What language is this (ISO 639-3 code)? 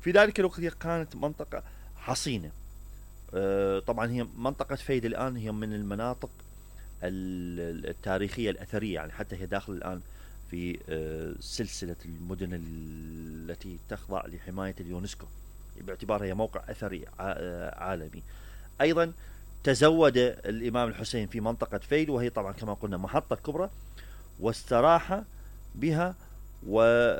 acm